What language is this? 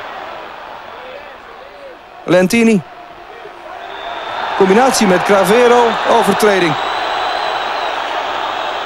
Dutch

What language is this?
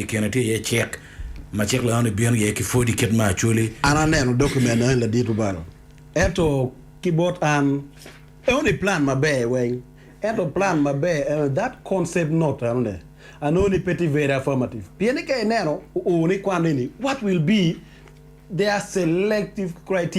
Acoli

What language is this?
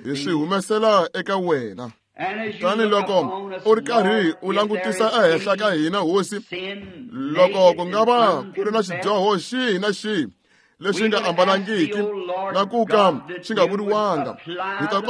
Tsonga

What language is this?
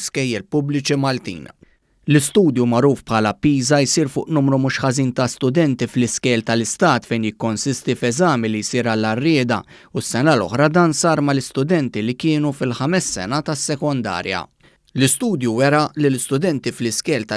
Maltese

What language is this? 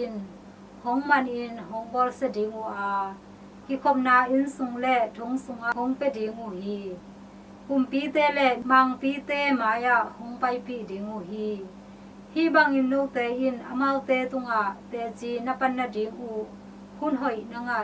Tedim Chin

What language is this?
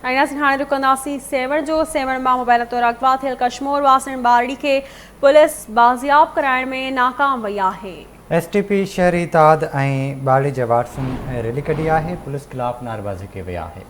Sindhi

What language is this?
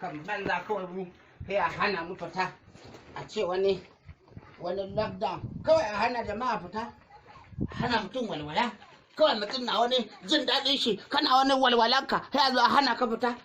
Hausa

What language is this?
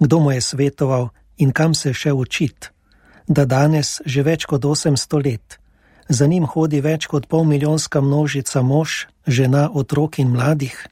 Slovenian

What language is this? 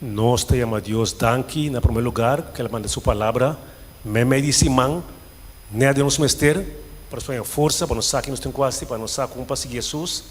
Papiamento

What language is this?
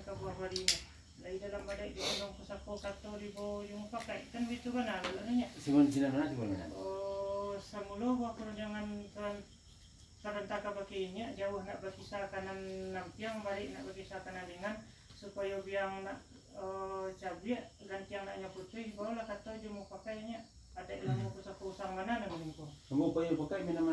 Minangkabau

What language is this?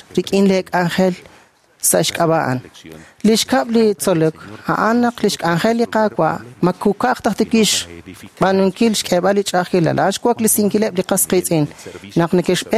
Kekchí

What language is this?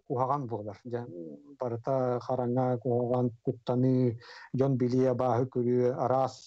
Yakut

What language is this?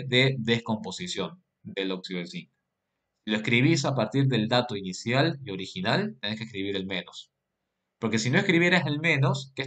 Spanish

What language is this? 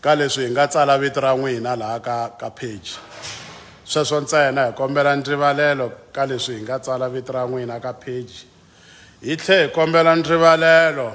Tsonga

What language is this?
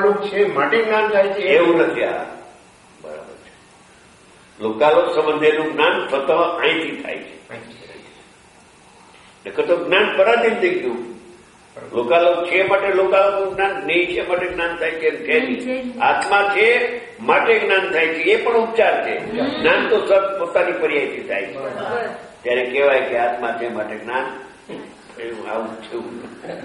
Gujarati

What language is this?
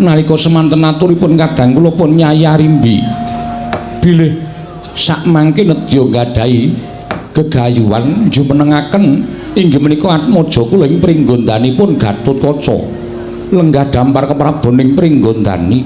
Javanese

